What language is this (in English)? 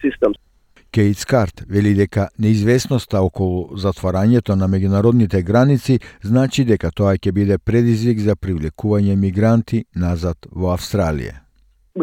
Macedonian